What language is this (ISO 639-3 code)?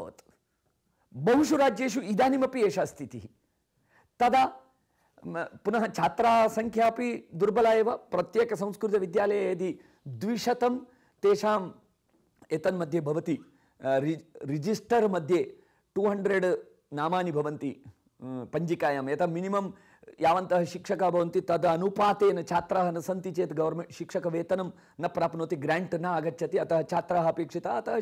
san